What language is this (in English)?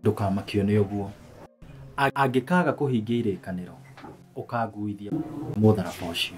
Kikuyu